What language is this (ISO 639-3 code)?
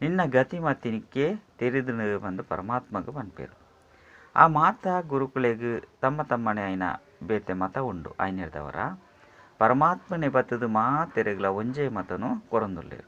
tcy